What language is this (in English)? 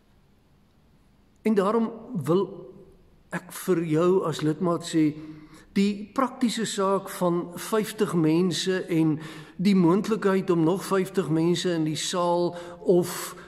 Afrikaans